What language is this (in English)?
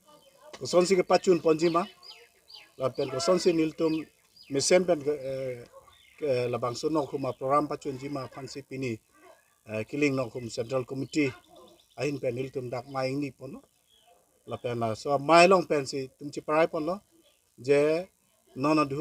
Karbi